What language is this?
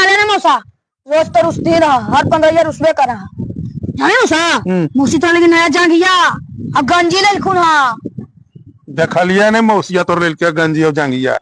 Magahi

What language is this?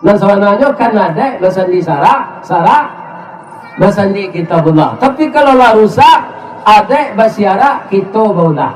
Minangkabau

